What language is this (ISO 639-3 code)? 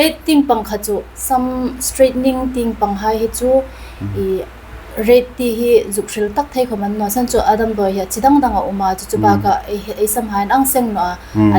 hmr